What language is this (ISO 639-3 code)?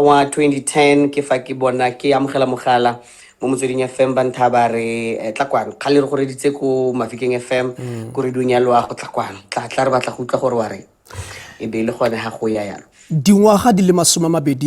tsn